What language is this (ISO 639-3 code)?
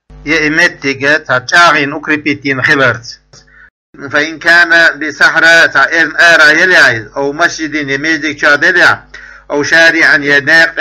che